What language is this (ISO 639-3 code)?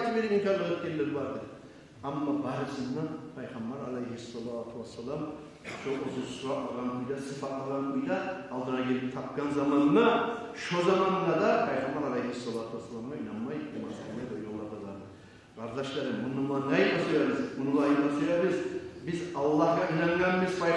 kum